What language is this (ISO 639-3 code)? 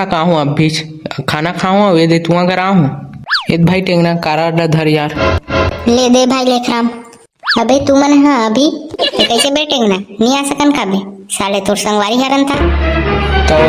hne